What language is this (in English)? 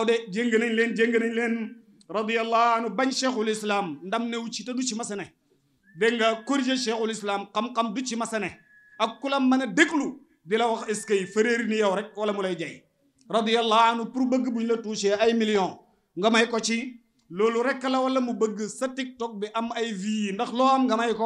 Wolof